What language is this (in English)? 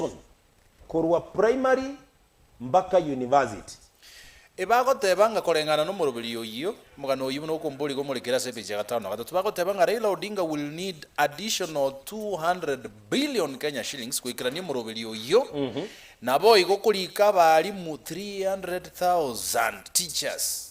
Gusii